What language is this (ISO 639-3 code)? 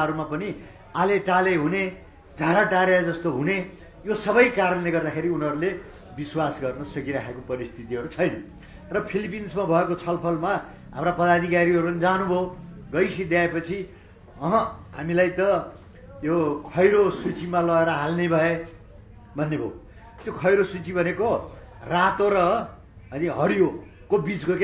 nep